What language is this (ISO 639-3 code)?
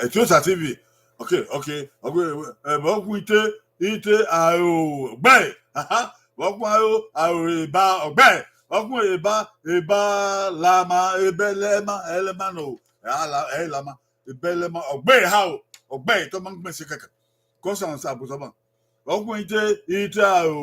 bin